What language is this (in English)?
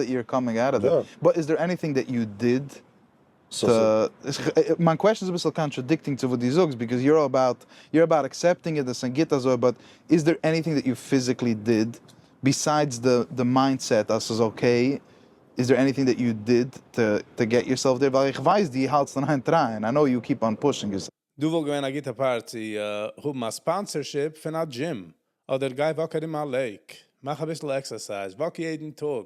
Yiddish